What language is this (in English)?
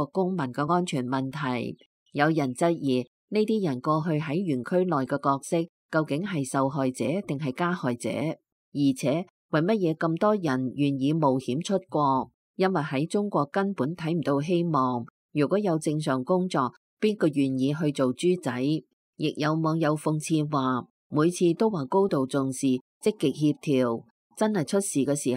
Cantonese